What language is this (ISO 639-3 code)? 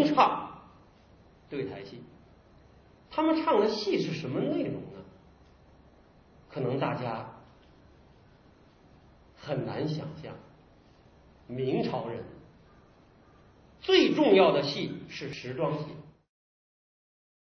zho